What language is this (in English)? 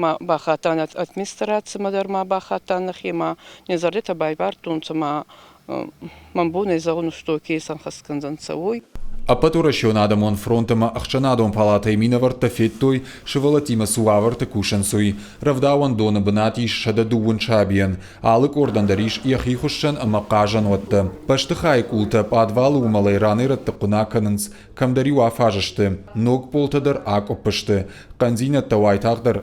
Ossetic